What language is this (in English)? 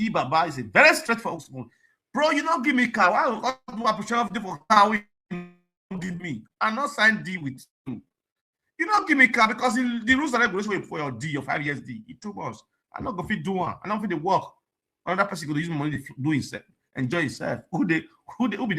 Nigerian Pidgin